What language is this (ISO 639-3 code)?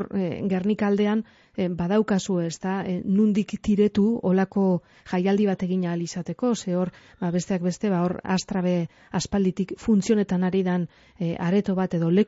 eus